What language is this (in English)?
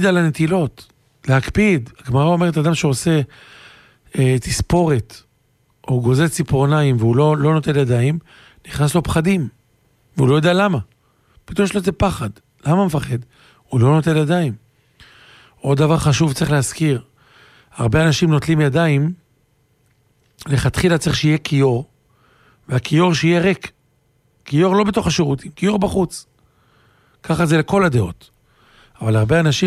Hebrew